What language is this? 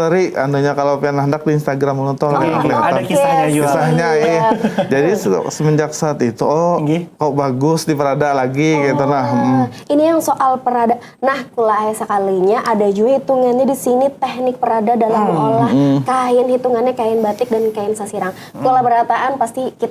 Banjar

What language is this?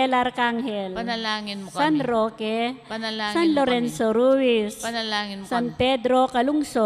Pampanga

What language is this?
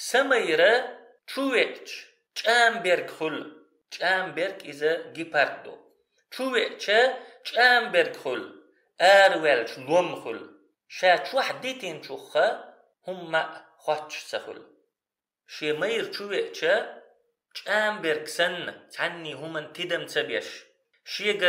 Chechen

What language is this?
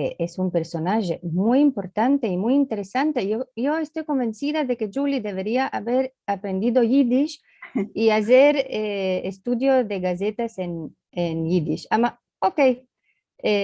Ladino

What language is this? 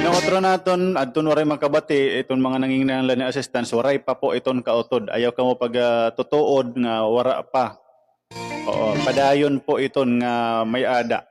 Waray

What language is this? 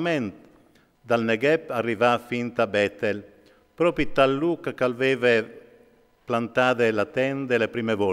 Friulian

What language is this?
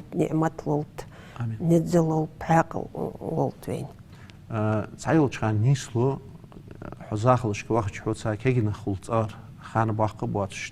Ingush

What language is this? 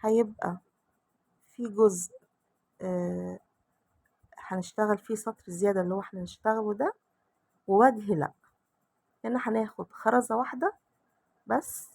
Egyptian Arabic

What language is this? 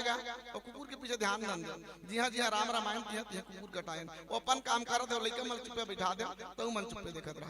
Chhattisgarhi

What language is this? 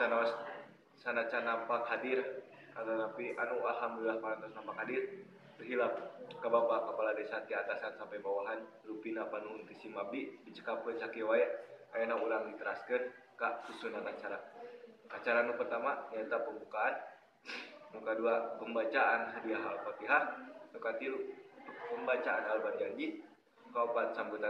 Sundanese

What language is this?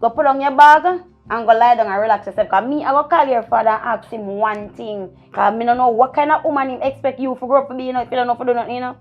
Jamaican Creole English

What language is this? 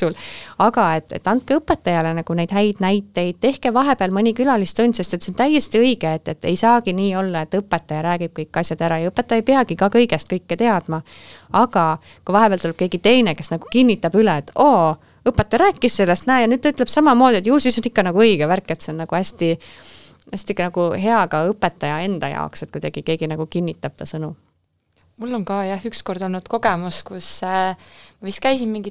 Estonian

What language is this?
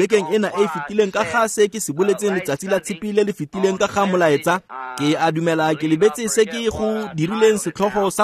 Tswana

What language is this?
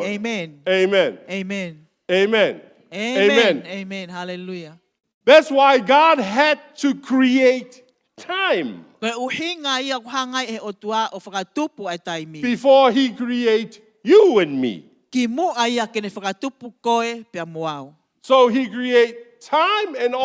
Tongan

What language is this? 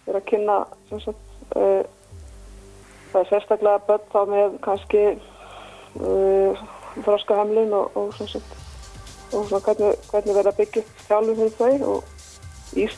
Icelandic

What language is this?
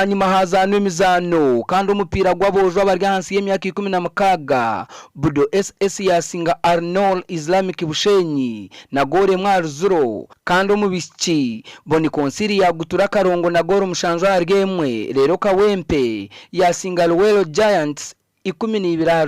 Nyankole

